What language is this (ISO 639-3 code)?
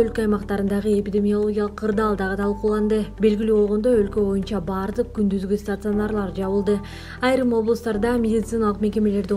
kir